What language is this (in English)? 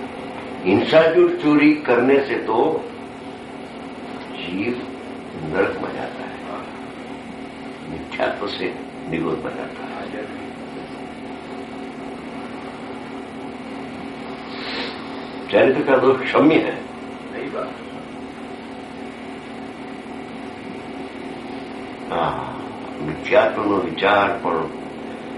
Gujarati